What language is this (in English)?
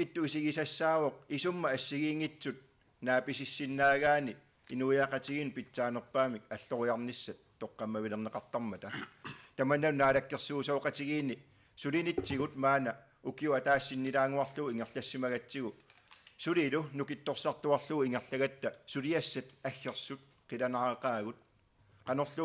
Kalaallisut